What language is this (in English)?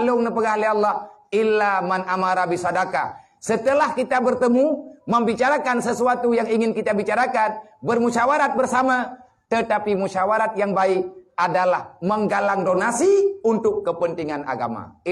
Achinese